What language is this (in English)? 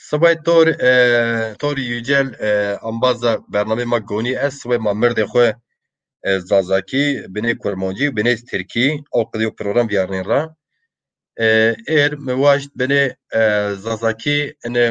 Zaza